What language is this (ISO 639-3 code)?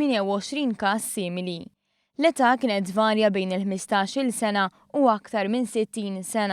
mlt